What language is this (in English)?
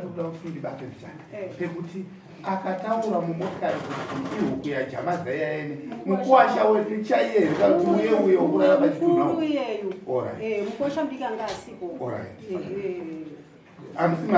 Shona